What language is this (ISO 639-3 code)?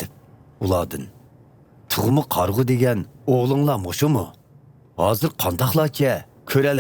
uig